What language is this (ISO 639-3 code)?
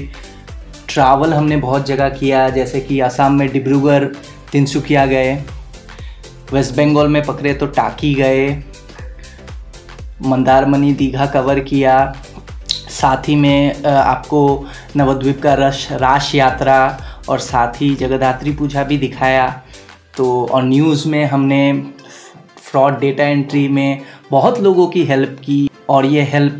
hin